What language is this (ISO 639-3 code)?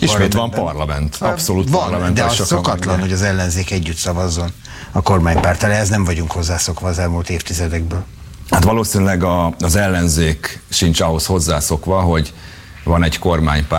hun